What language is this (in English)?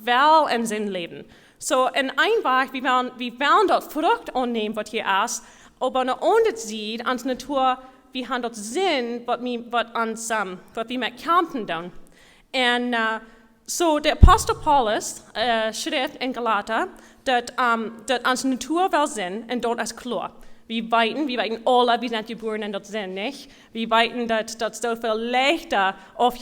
Plautdietsch